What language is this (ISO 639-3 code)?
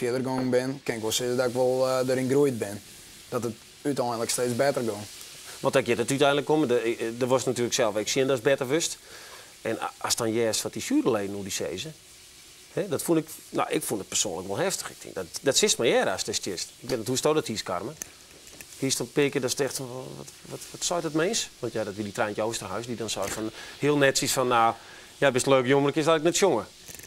fry